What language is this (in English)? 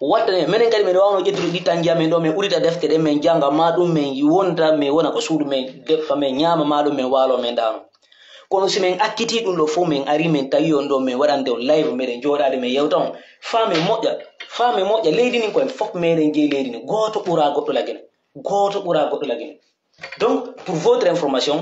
Pular